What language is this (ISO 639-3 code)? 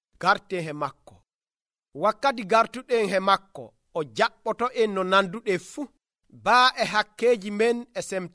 fuv